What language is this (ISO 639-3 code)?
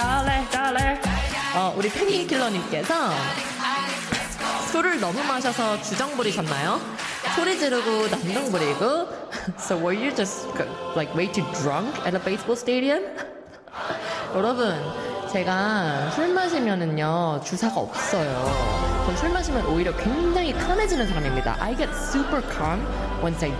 kor